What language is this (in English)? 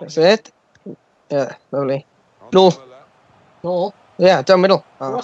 Welsh